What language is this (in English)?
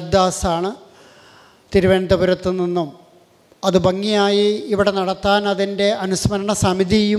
Malayalam